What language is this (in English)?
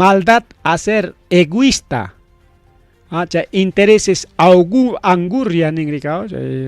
Ayacucho Quechua